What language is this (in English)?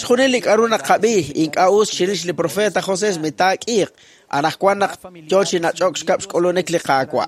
Kekchí